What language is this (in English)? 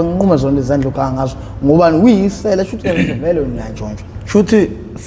Zulu